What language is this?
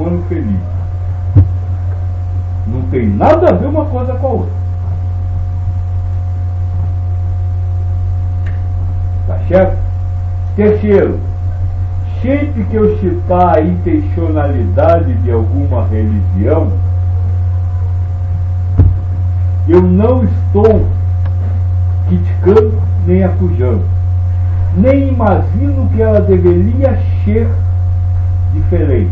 Portuguese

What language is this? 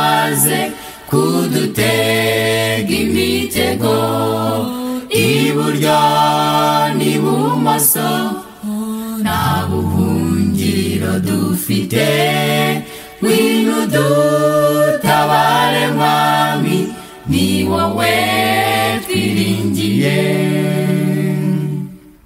Kinyarwanda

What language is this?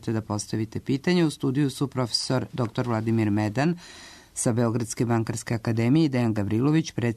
Serbian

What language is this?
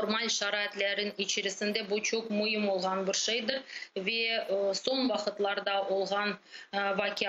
Crimean Tatar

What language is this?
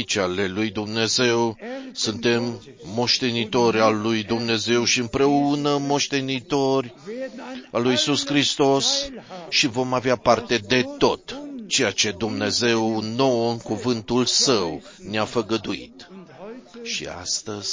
Romanian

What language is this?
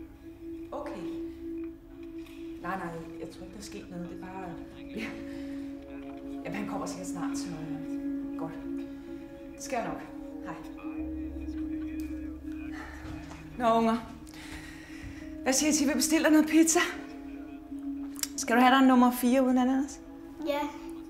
Danish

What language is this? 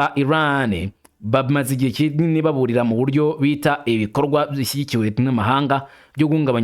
Kinyarwanda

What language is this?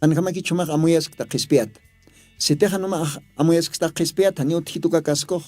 Aymara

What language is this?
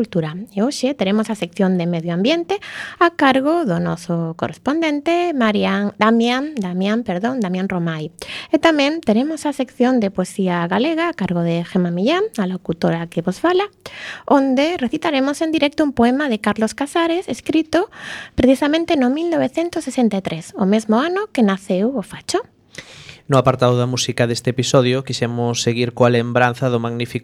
Galician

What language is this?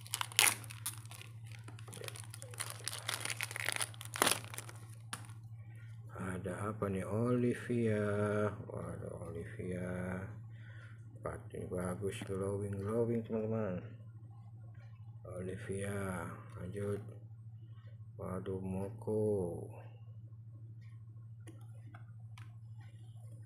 Indonesian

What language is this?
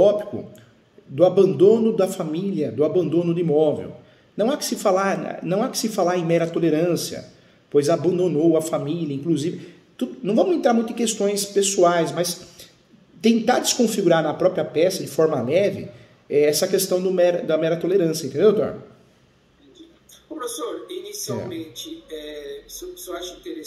Portuguese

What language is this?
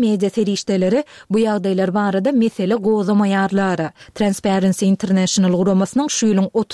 Turkmen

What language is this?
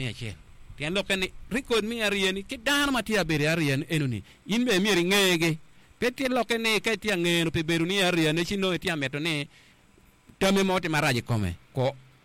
Acoli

